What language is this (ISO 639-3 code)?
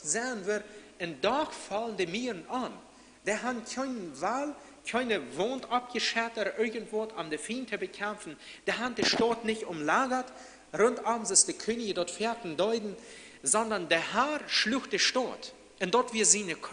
pdt